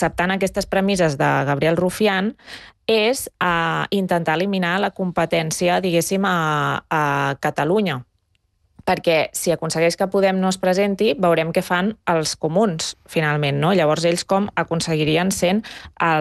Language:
Catalan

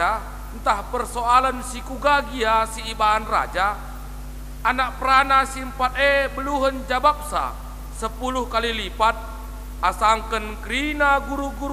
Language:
Batak Karo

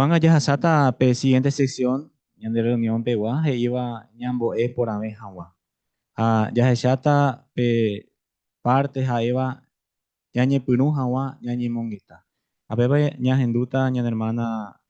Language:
Guarani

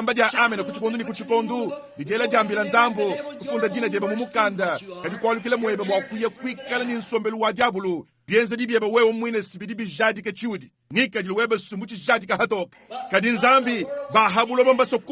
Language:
Luba-Lulua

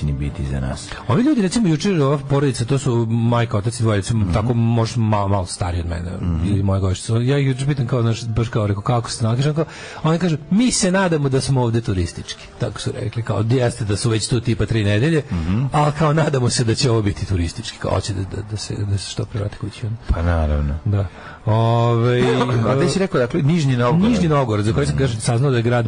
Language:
Serbian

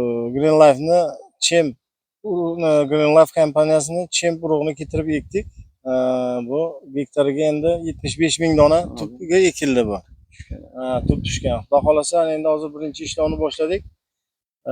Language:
Uzbek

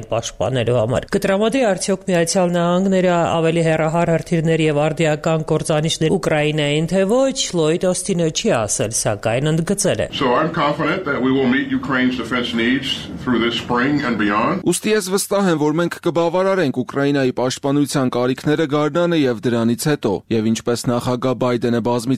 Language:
Armenian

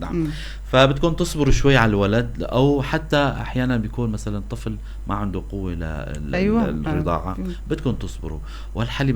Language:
North Levantine Arabic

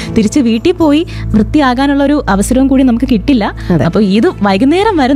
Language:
Malayalam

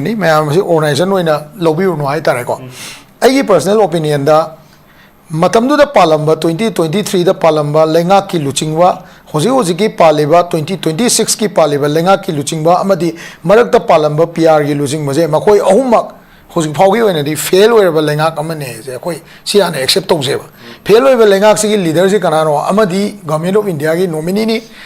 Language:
Manipuri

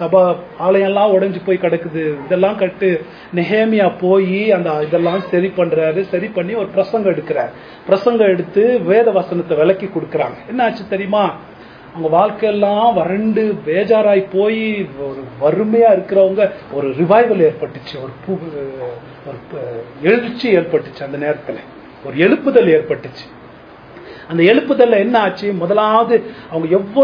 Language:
Tamil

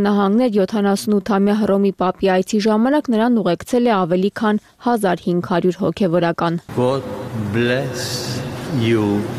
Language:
Armenian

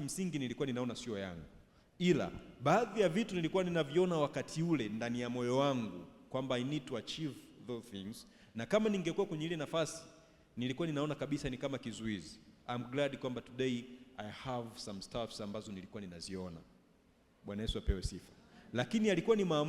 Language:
Swahili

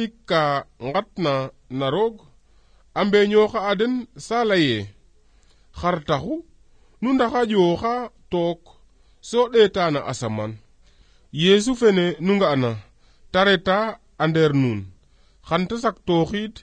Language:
Serer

